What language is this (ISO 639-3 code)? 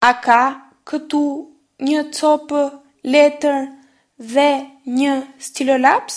sqi